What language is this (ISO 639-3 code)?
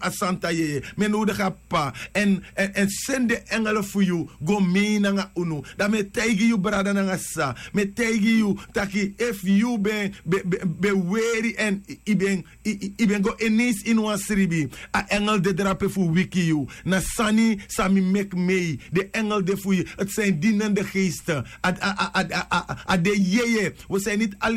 srn